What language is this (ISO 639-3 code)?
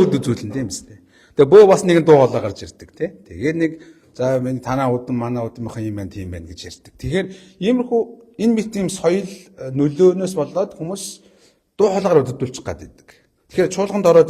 mon